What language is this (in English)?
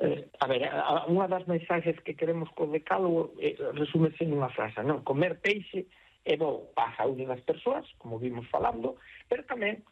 Galician